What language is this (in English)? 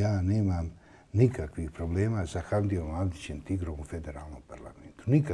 Bosnian